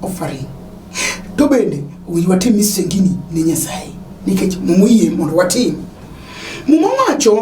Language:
Luo (Kenya and Tanzania)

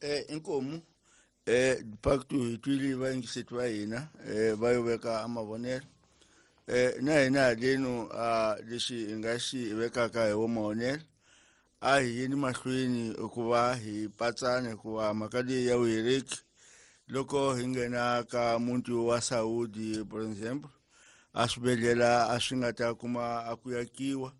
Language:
Tsonga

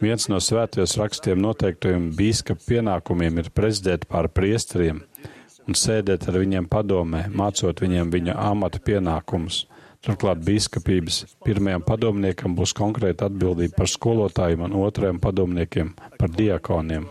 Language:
Latvian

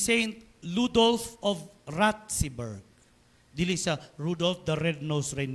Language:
Cebuano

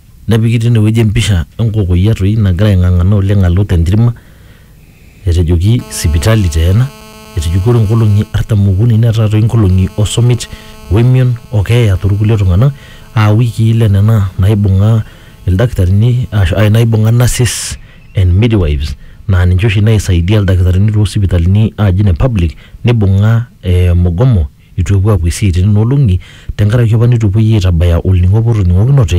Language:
Masai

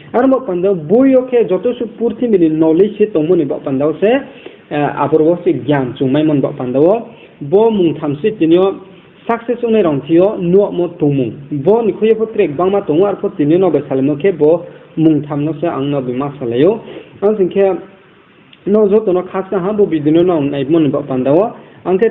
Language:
Riang (India)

